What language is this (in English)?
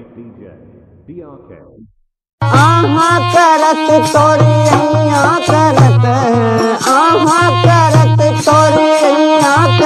Bhojpuri